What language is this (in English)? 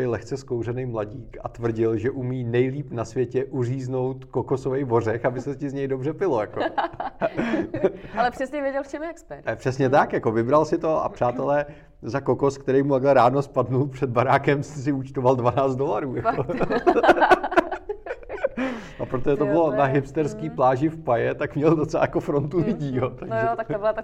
Czech